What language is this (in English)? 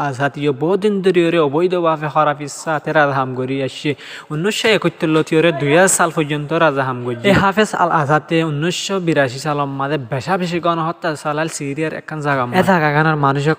Rohingya